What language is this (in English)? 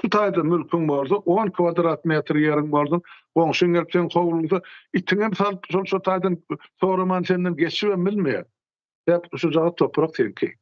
Turkmen